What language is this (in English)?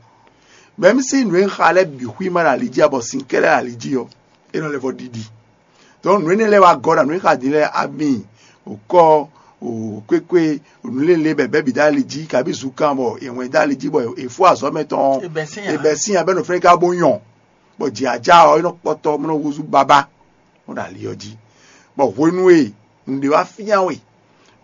Fon